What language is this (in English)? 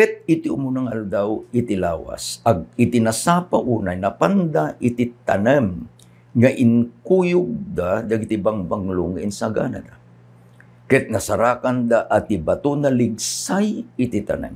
Iloko